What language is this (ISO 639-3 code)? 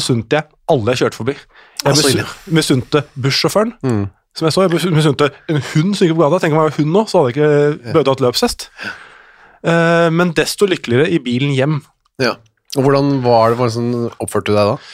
nor